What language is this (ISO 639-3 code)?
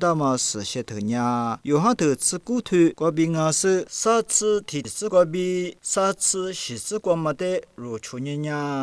lis